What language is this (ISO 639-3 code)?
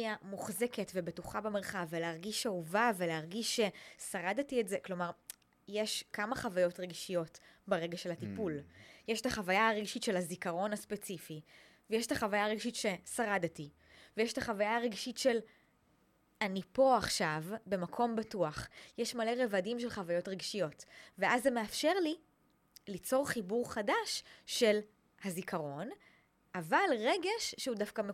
heb